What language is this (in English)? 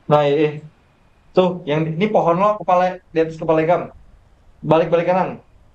Banjar